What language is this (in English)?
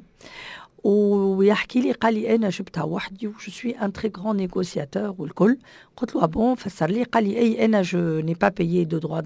Tunisian Arabic